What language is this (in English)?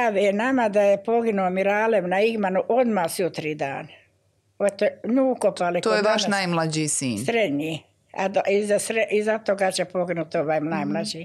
Bosnian